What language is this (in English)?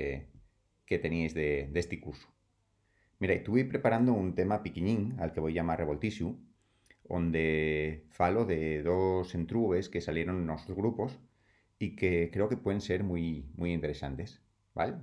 Asturian